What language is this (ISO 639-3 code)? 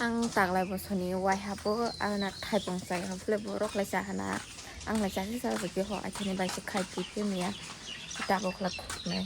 trp